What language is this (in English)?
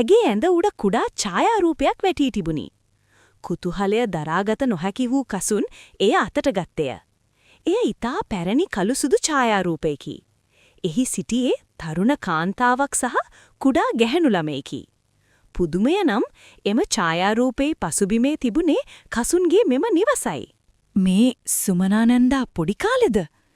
Sinhala